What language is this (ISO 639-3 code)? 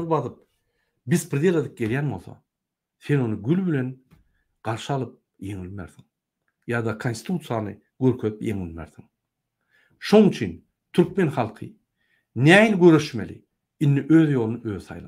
tuk